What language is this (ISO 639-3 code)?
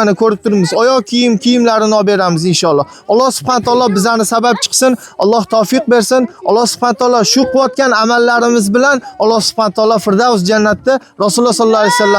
uzb